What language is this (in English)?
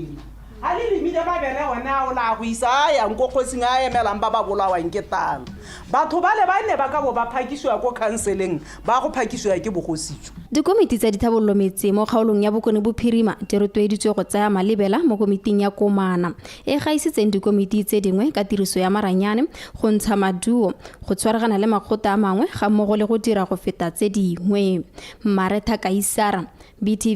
Tswana